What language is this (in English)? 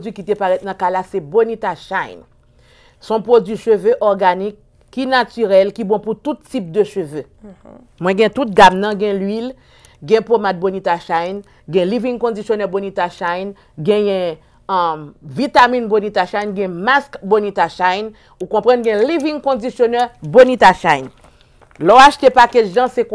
Haitian Creole